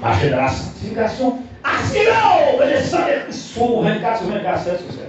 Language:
Haitian Creole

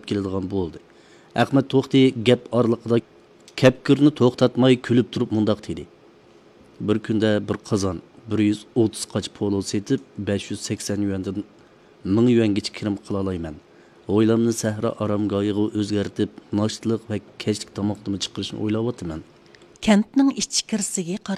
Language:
Uyghur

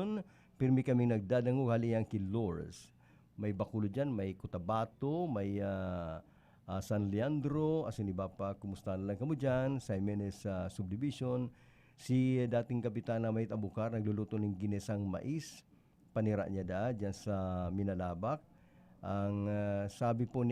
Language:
Bikol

